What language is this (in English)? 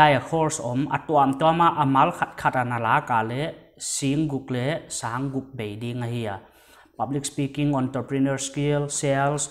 Paite Chin